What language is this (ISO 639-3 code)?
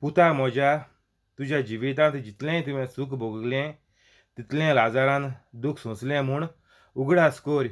kok